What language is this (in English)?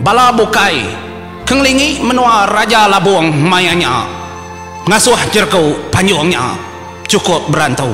Iban